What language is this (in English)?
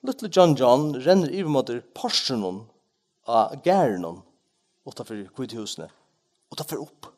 Faroese